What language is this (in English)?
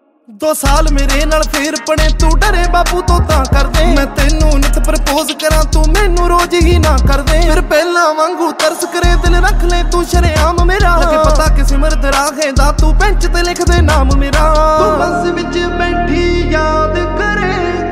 Punjabi